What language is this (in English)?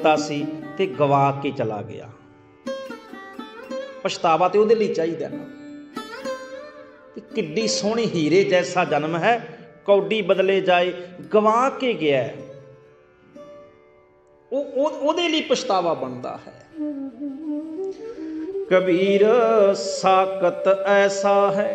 Punjabi